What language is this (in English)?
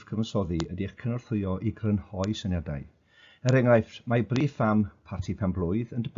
Welsh